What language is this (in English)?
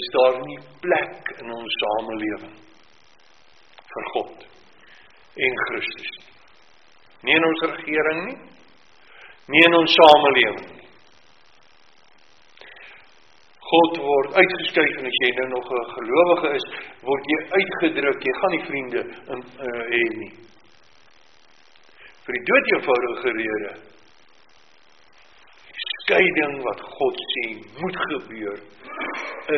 Afrikaans